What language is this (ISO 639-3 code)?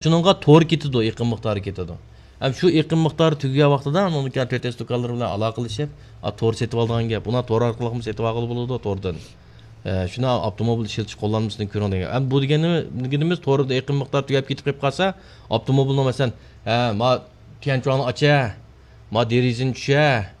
uig